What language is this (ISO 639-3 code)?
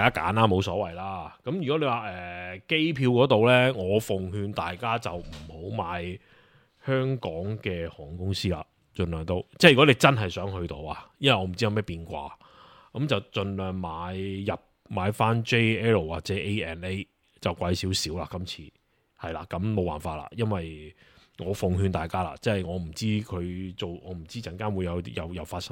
yue